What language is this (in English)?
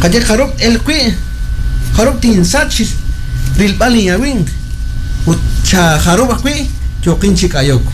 Kekchí